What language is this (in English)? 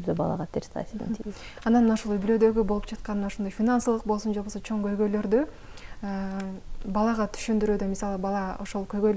Kyrgyz